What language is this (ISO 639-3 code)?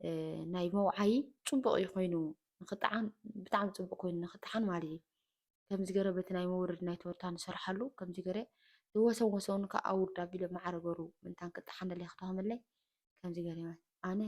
tir